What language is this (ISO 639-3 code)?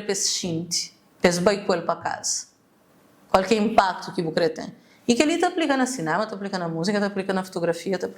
kea